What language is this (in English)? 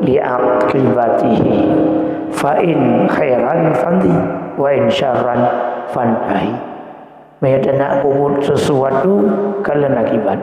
Achinese